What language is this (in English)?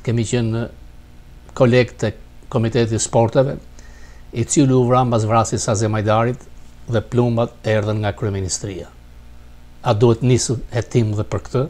Albanian